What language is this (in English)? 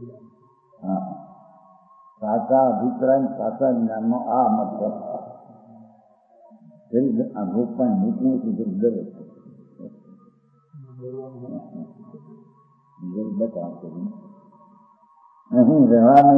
Gujarati